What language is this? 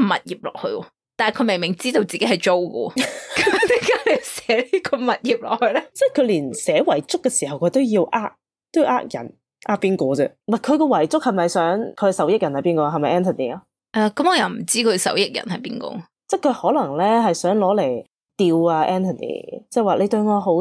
Cantonese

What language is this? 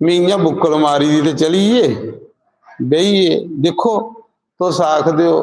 Dogri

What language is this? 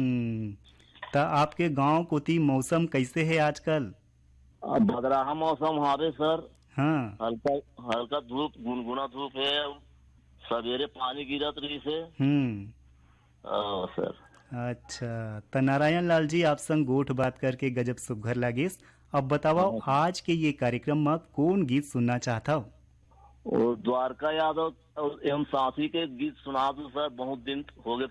Chhattisgarhi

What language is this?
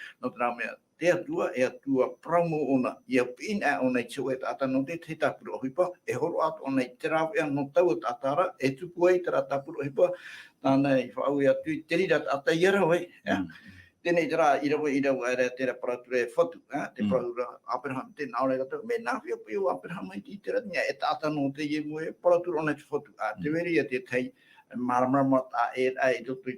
Tahitian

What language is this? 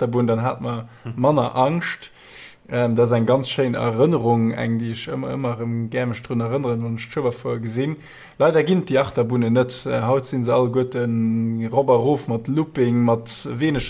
Luxembourgish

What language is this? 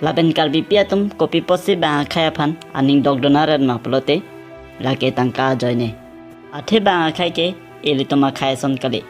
Karbi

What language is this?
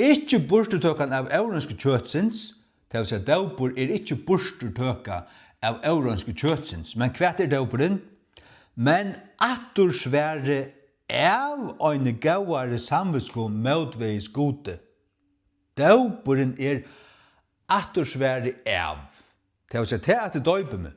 Faroese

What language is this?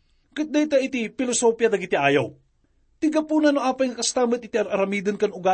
Iloko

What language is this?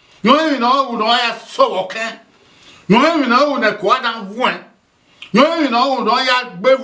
Bini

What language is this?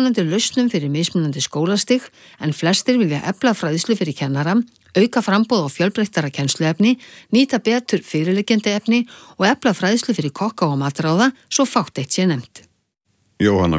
Icelandic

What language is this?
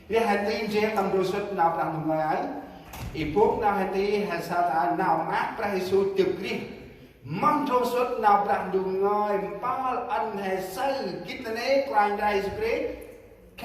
Central Mnong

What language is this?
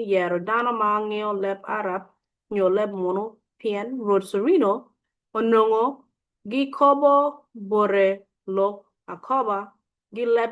Acoli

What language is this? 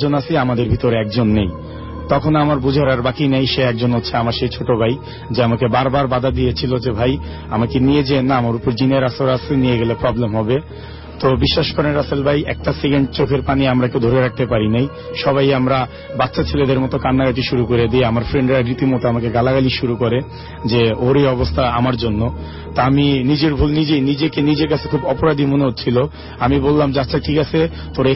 Bangla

